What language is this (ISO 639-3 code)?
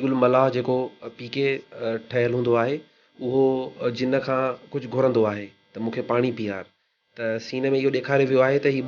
snd